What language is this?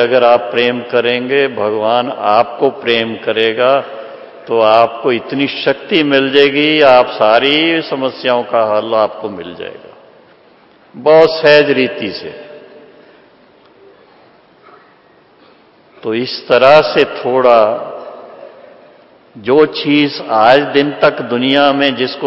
Hindi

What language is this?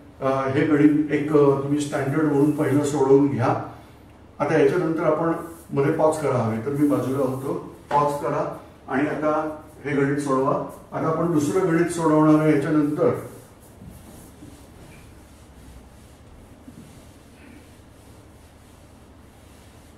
Marathi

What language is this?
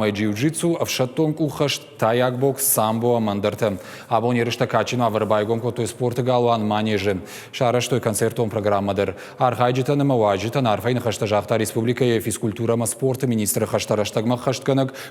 Ossetic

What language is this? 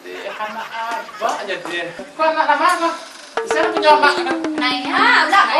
Minangkabau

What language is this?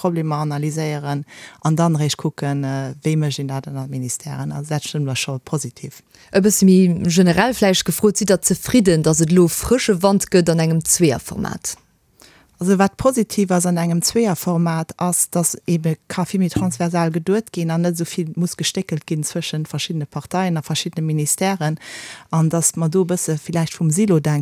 Luxembourgish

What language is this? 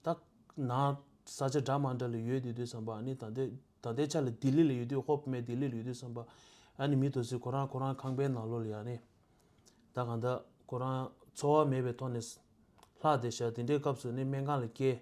Tibetan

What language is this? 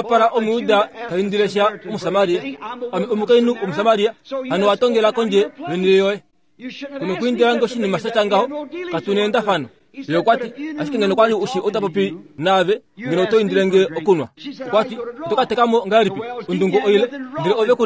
Kuanyama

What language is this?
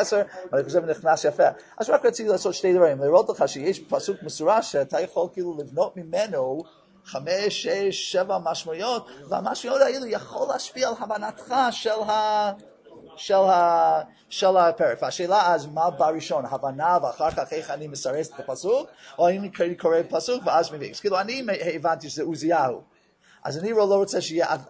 Hebrew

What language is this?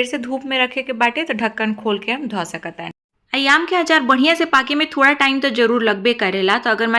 Bhojpuri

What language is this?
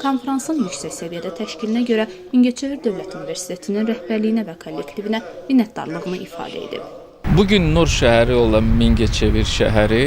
Azerbaijani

